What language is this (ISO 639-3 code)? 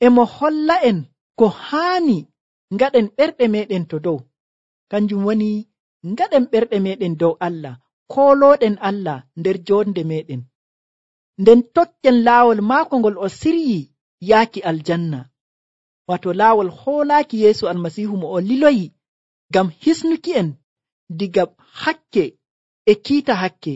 fuv